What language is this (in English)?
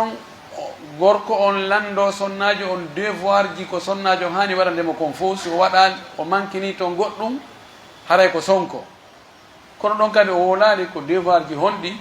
Pular